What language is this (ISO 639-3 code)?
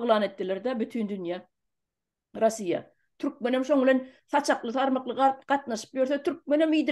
tuk